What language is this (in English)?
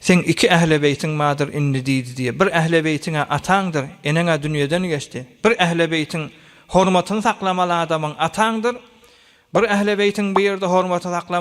Turkmen